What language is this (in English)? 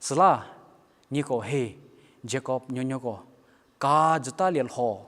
Angami Naga